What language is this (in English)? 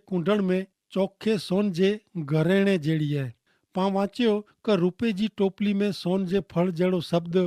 Kachhi